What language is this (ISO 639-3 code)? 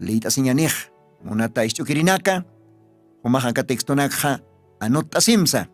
aym